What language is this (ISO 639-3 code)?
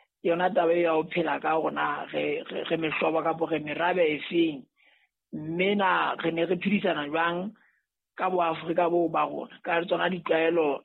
sot